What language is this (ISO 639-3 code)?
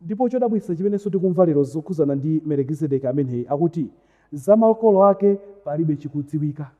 nya